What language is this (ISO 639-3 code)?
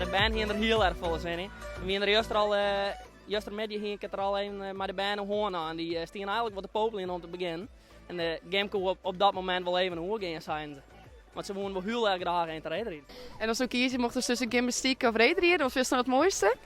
fry